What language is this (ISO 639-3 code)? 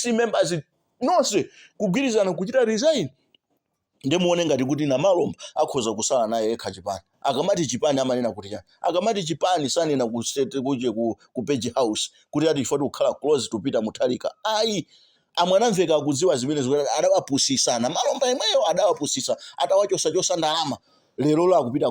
nya